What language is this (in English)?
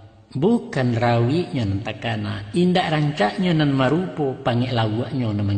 Minangkabau